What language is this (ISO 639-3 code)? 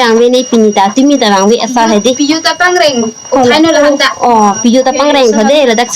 mjw